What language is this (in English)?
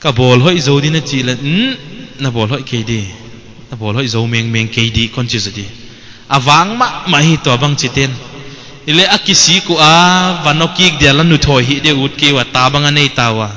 Paite Chin